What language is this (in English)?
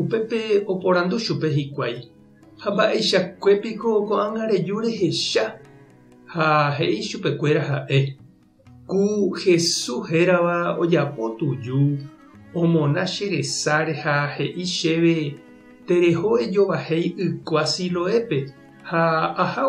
Guarani